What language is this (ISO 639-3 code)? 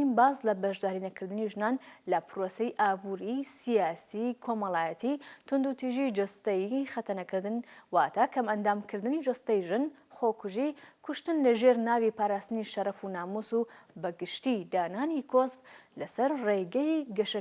ckb